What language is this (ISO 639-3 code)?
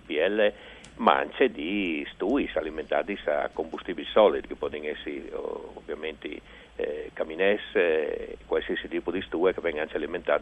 fur